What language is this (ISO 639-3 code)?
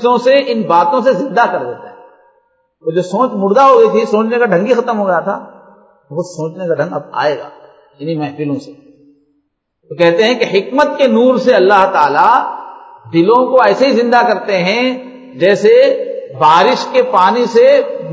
urd